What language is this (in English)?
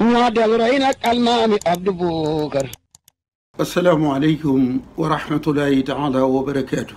Wolof